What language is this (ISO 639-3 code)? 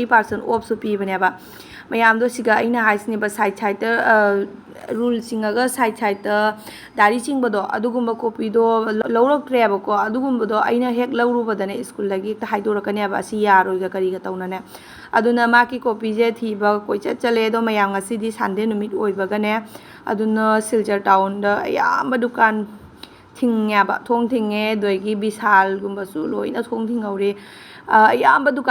mni